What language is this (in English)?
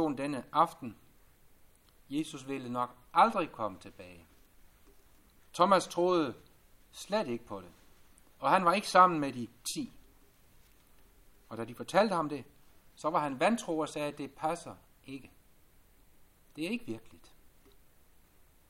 Danish